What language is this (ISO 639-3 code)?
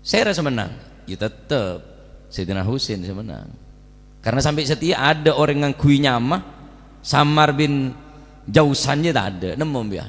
mad